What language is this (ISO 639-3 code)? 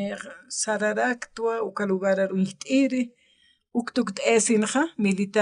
aym